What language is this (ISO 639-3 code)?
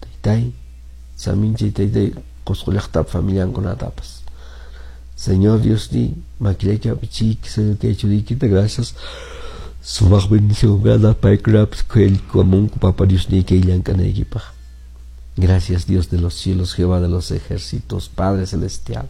que